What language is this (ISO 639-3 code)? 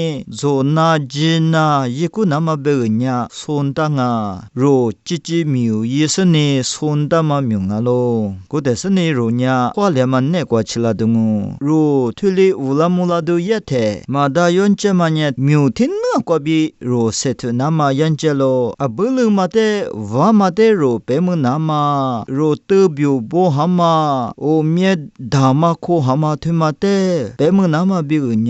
lis